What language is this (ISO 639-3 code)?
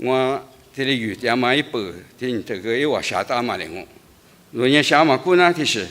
lis